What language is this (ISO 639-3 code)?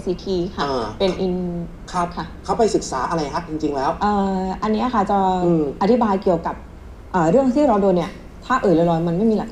tha